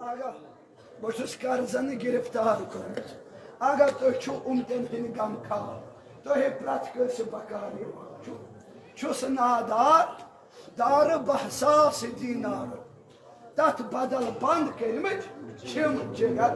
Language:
Kashmiri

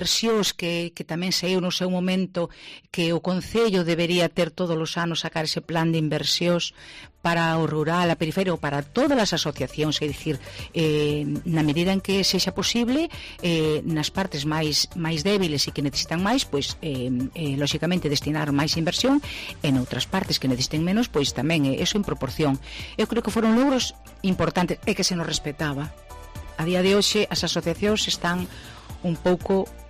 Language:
Galician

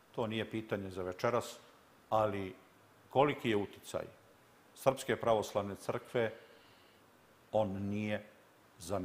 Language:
Serbian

